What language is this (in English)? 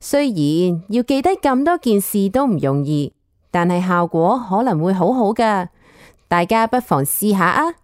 Cantonese